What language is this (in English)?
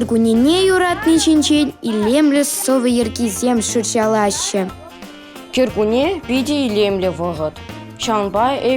Chuvash